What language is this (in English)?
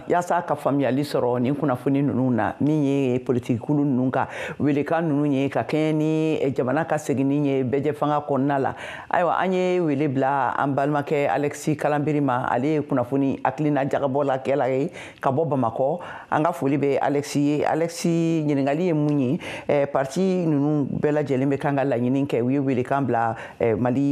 Bambara